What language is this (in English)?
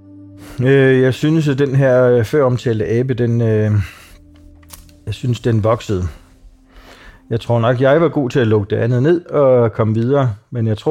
Danish